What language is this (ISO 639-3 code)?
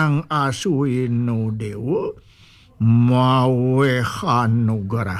ban